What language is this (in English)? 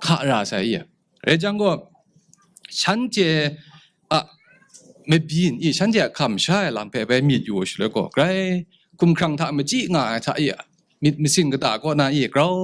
Kachin